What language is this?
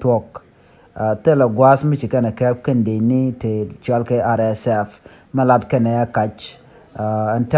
Nuer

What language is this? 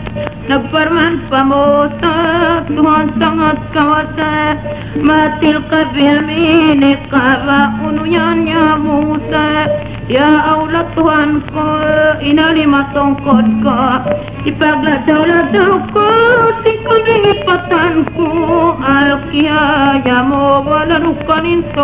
Tausug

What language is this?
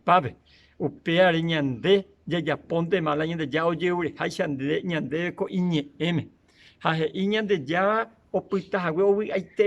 Guarani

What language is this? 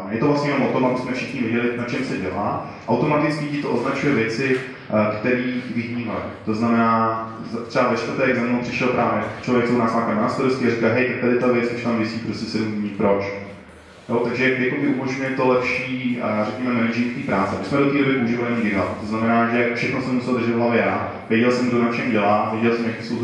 Czech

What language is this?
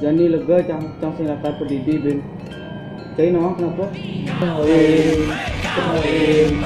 Balinese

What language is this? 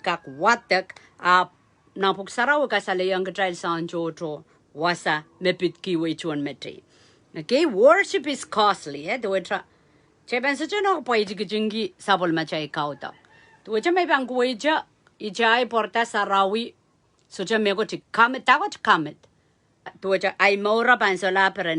Pohnpeian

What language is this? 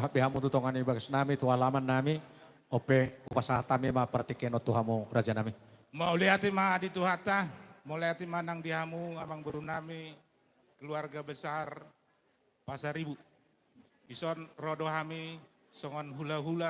Batak Toba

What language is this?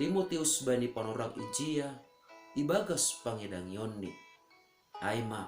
Batak Simalungun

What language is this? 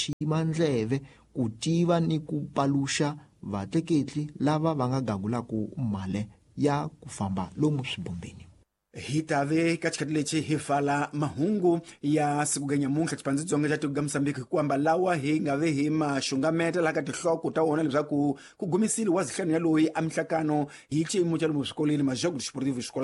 Tsonga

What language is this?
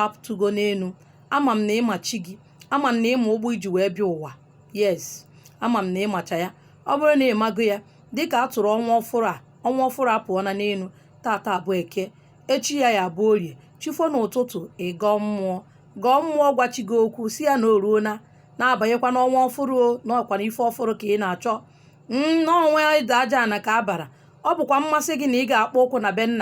Igbo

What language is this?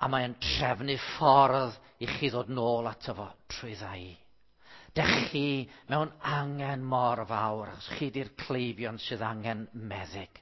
Welsh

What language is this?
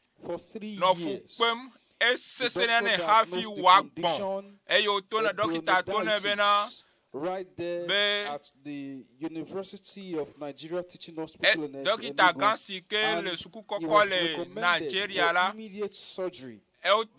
Ewe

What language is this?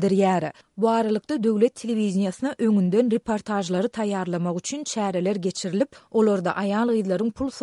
Turkmen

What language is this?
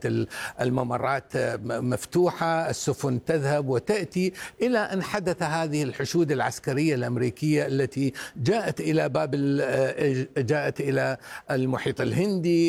Arabic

